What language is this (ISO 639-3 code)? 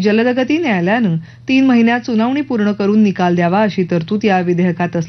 mar